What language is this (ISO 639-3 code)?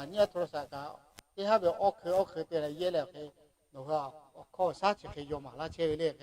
lhu